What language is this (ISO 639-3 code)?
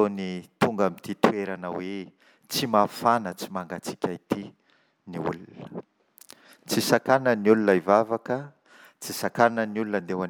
mlg